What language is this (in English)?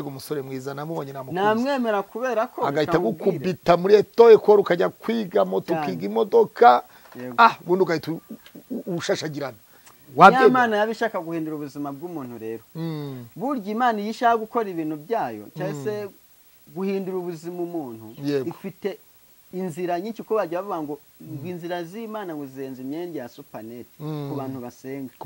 Kinyarwanda